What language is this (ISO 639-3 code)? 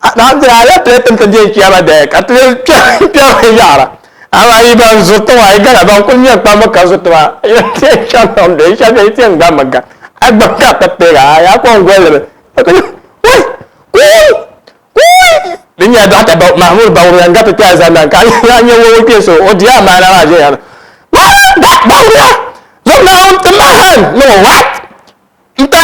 dag